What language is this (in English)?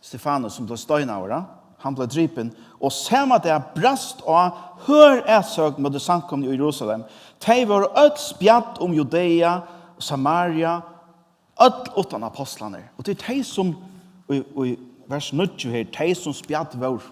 Faroese